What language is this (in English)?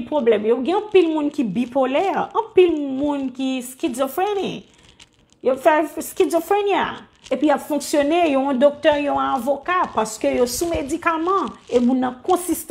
Haitian Creole